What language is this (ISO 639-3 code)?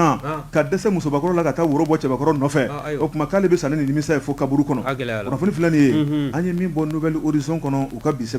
bam